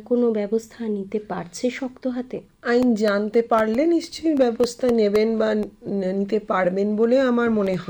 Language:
Bangla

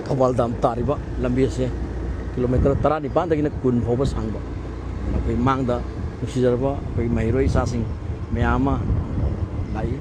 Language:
Manipuri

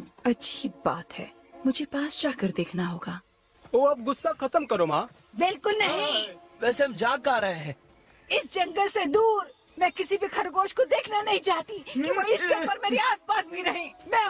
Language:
Hindi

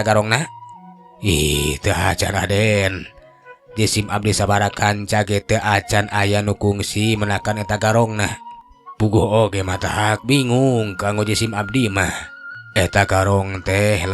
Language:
Sundanese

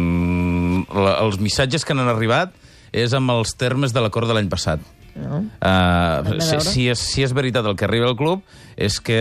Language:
Catalan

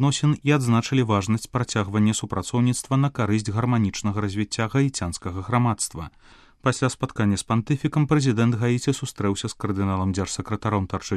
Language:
Belarusian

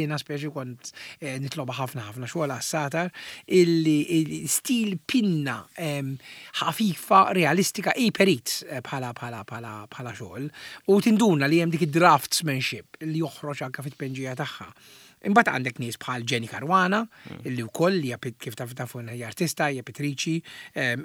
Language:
Maltese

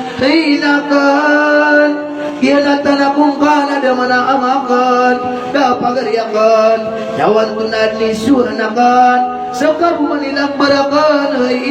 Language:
Maranao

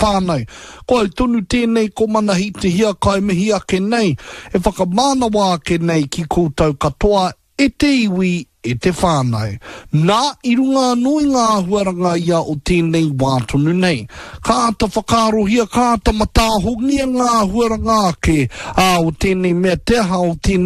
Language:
Māori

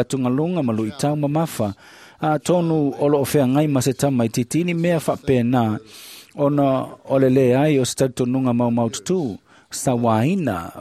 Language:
Samoan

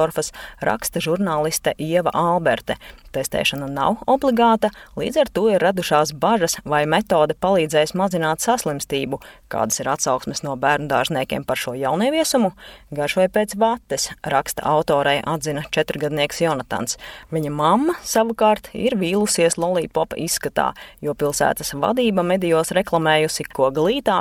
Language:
Latvian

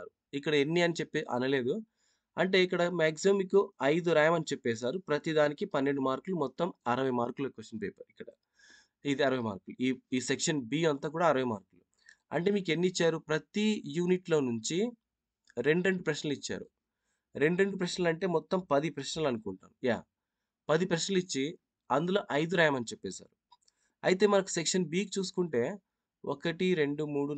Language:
Telugu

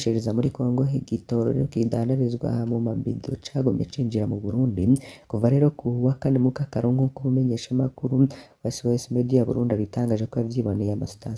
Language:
Rundi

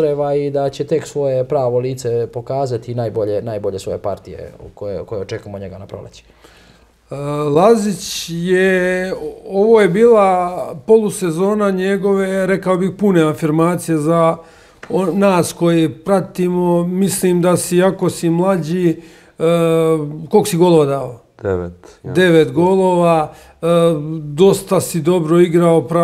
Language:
Serbian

